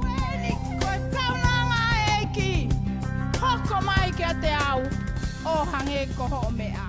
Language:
Tongan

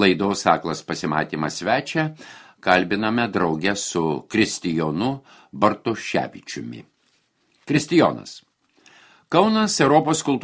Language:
Lithuanian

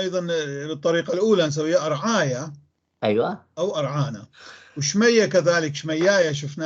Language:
North Levantine Arabic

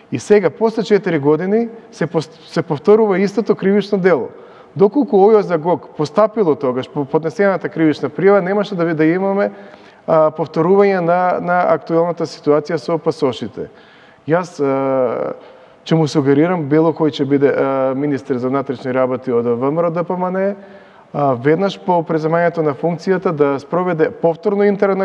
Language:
Macedonian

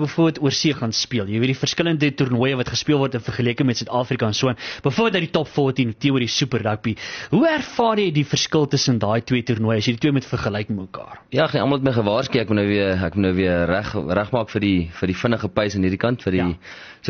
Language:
Afrikaans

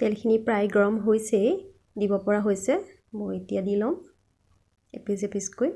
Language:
Assamese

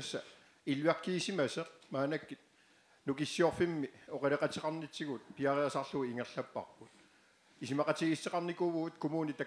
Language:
Kalaallisut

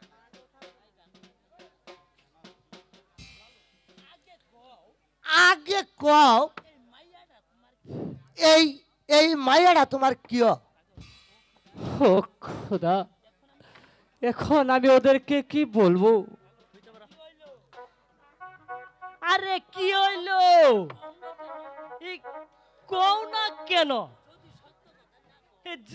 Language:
Bangla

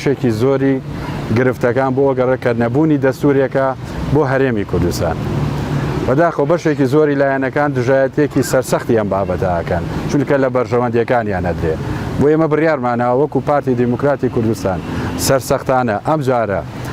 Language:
Central Kurdish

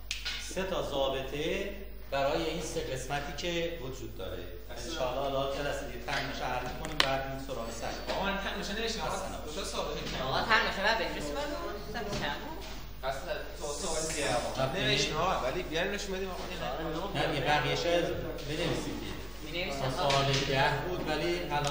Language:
Persian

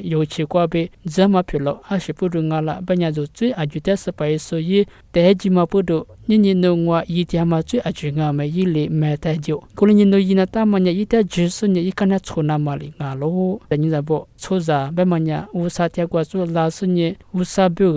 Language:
Lisu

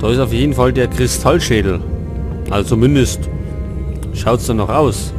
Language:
Bavarian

